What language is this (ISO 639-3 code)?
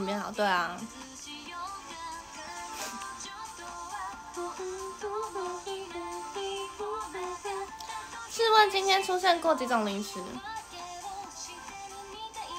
zho